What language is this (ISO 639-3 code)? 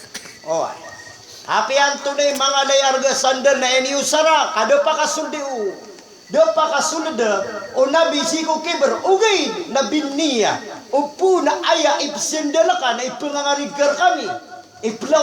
mrw